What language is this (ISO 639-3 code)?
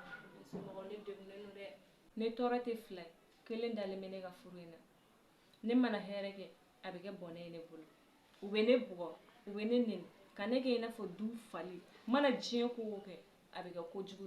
bam